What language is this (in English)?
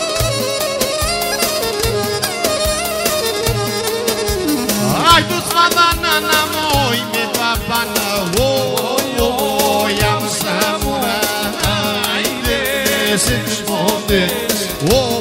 Romanian